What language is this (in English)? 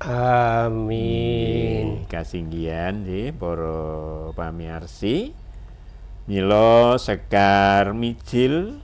Javanese